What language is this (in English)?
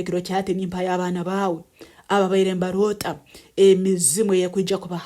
Nyankole